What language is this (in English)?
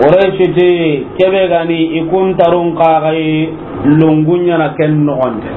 Soninke